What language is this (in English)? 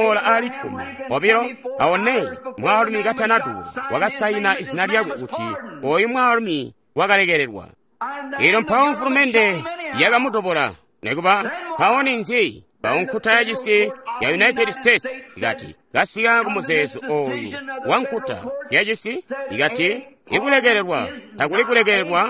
Tonga (Zambia)